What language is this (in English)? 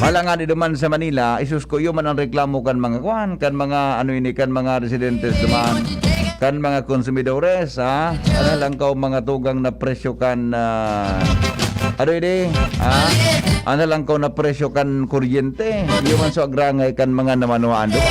Bikol